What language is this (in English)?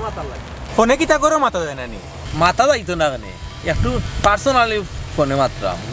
Sylheti